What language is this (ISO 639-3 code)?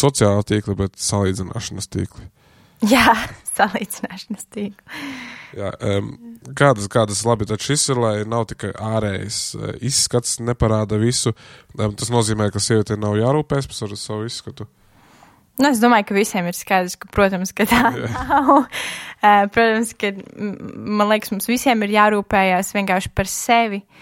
lav